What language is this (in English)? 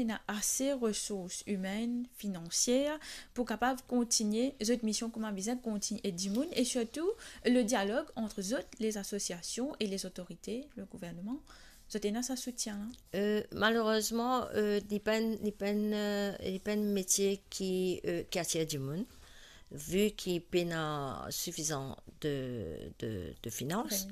Morisyen